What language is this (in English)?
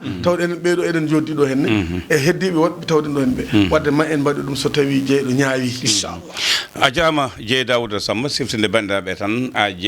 Fula